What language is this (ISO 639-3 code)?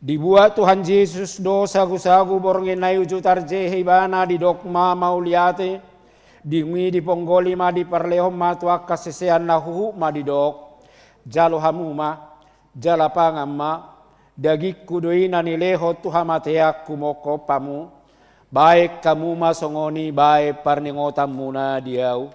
bbc